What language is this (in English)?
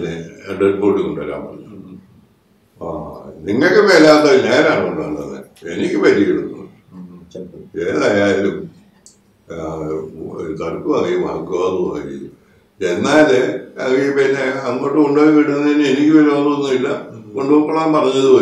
Malayalam